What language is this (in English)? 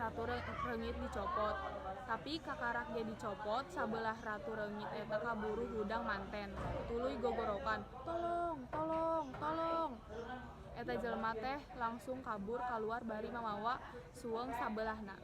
Sundanese